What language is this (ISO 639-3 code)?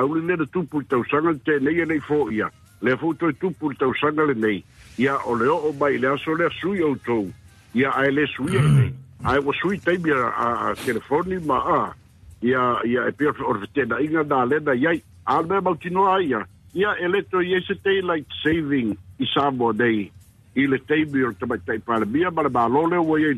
smo